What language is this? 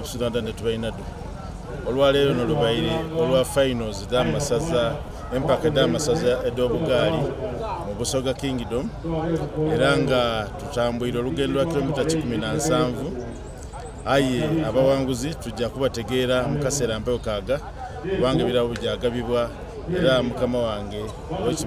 Soga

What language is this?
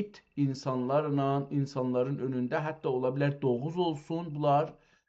South Azerbaijani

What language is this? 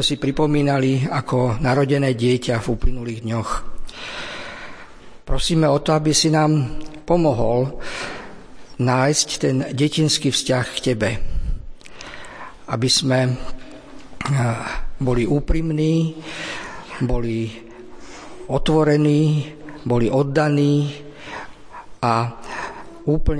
Slovak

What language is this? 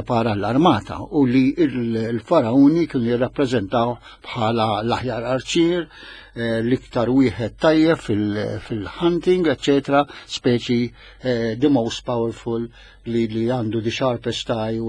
Maltese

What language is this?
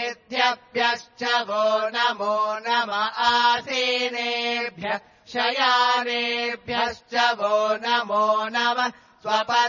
Sanskrit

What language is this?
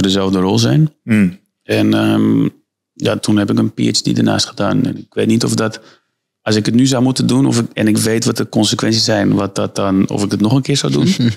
Dutch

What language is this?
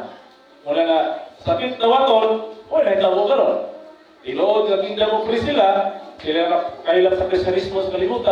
Cebuano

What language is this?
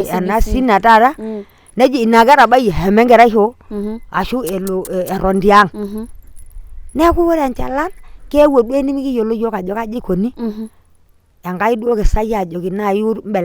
Masai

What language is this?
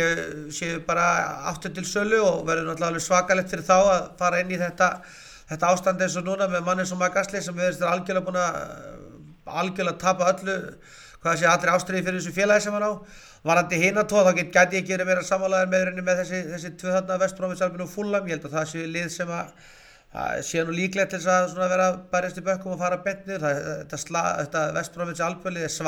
Icelandic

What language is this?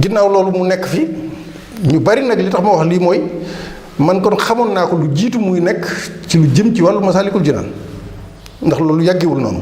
Wolof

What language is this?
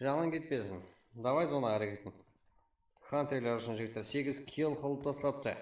Kara-Kalpak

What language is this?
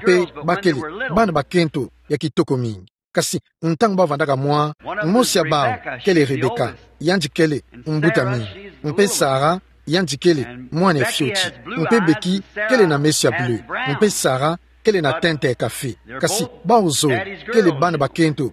Kituba (Democratic Republic of Congo)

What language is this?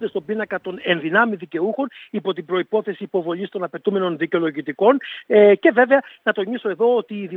Greek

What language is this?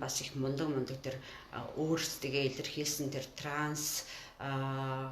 Mongolian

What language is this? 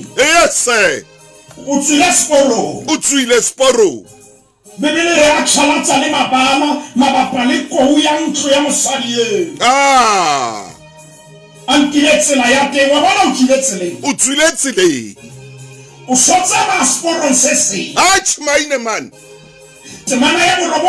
Southern Sotho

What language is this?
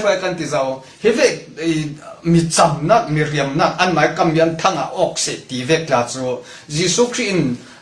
Falam Chin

